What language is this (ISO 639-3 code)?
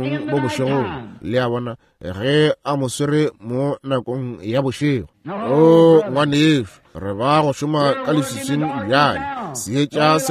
nso